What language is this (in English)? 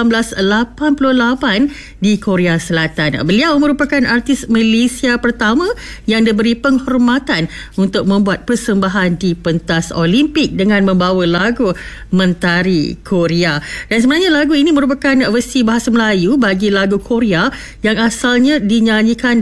Malay